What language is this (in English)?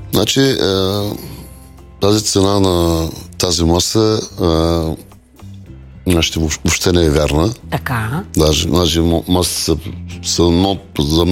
Bulgarian